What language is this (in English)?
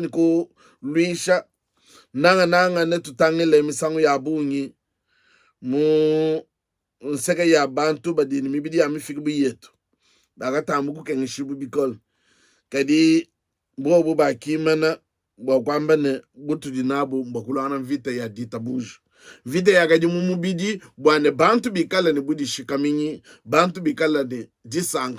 Luba-Lulua